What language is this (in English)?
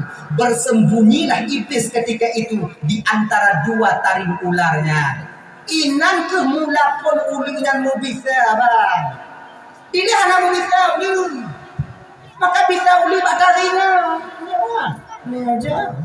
Achinese